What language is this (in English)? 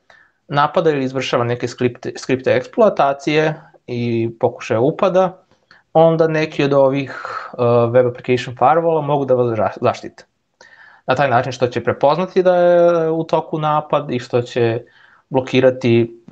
Serbian